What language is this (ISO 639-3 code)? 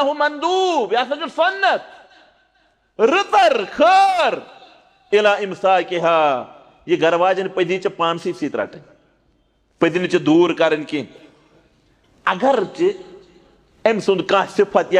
kas